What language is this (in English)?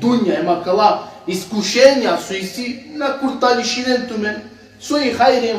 Balkan Romani